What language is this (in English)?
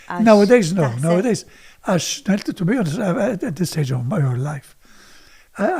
Maltese